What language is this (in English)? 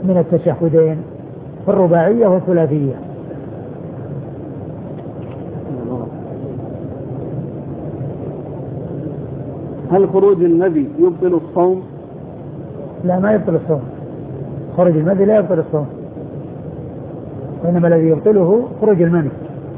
Arabic